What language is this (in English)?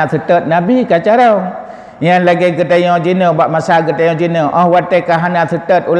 Achinese